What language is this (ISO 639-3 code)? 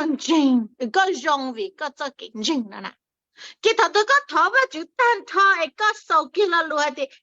hmn